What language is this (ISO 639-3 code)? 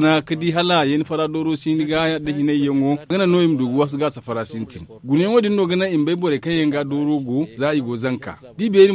dje